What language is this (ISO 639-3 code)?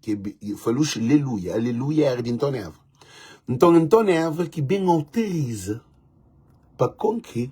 kea